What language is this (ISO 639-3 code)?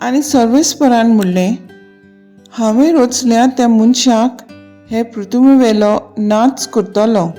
kok